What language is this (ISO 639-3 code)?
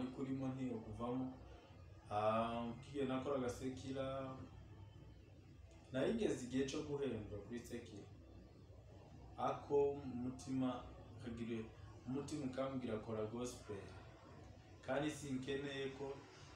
kin